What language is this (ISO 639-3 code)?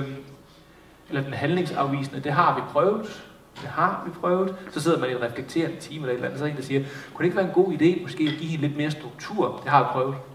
dan